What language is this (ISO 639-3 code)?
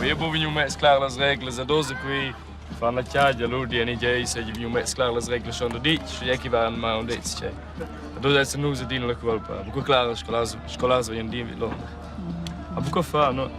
roh